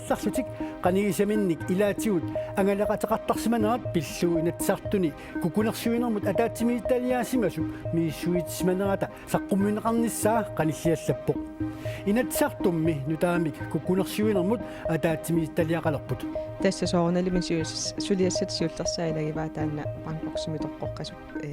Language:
Kalaallisut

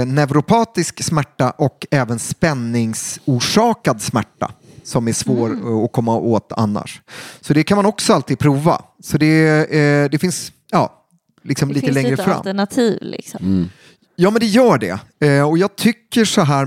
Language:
Swedish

